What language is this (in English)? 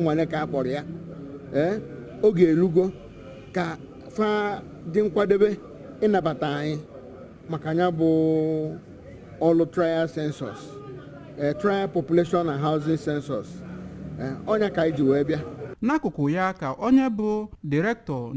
Igbo